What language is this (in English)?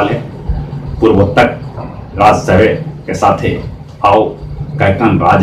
Magahi